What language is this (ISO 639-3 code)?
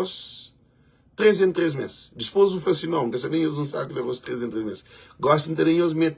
kea